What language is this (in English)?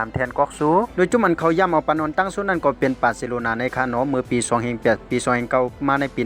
Shan